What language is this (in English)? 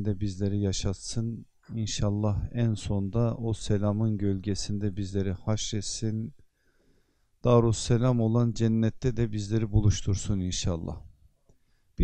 Turkish